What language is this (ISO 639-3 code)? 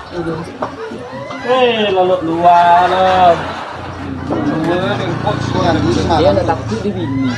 min